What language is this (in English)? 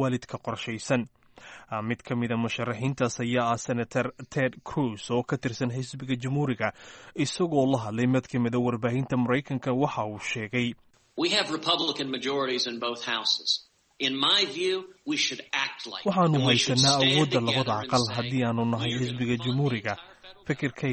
Somali